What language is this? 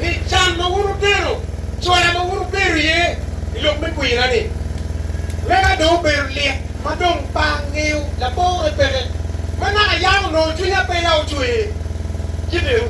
Acoli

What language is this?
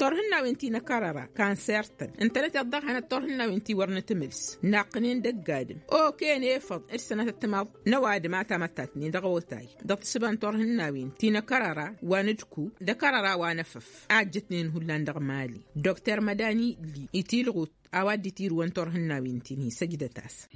Tamasheq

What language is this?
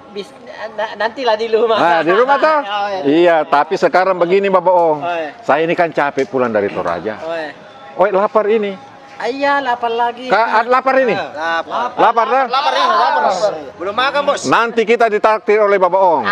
Makassar Malay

